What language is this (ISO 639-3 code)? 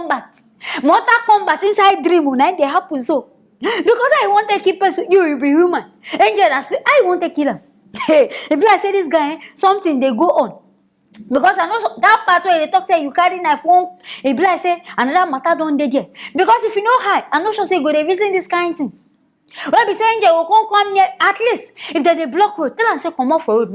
pcm